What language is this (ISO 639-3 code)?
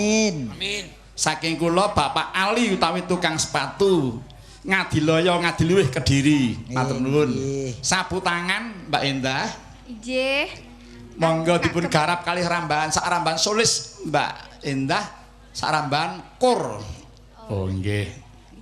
jav